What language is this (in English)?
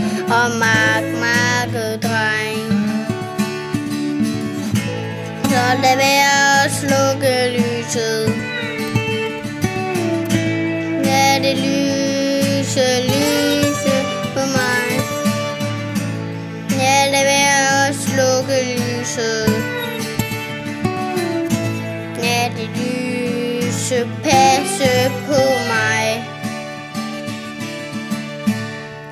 Danish